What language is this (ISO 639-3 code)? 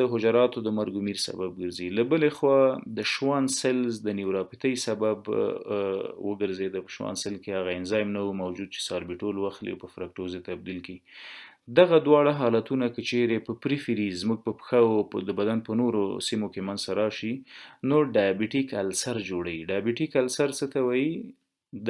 pus